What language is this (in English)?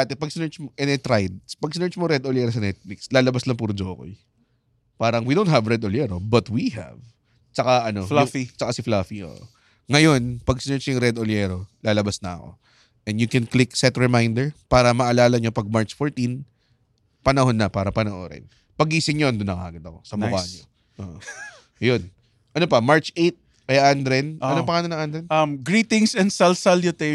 Filipino